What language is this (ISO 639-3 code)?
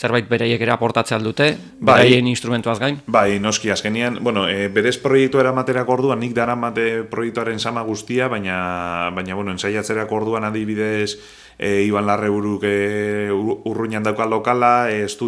eus